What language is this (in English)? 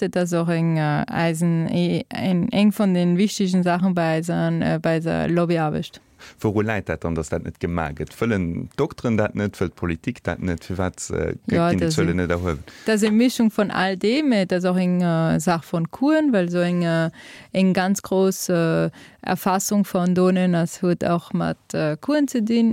Luxembourgish